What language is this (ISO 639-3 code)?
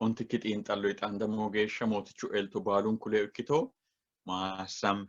sid